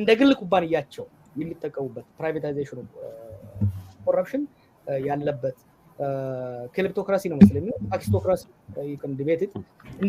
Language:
Amharic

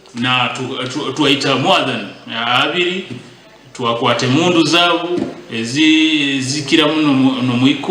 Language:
Nyankole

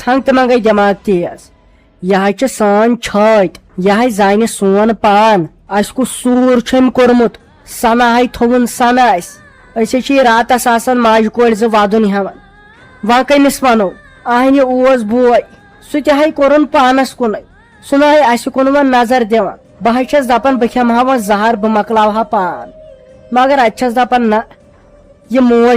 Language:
Kashmiri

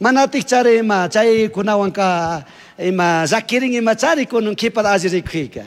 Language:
Chimborazo Highland Quichua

